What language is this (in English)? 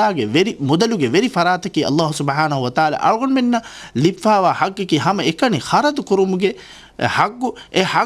Divehi